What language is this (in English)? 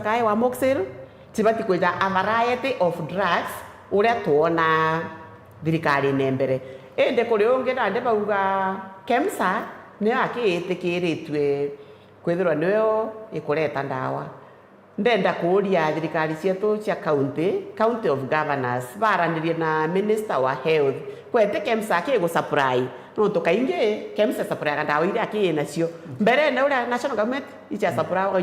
Meru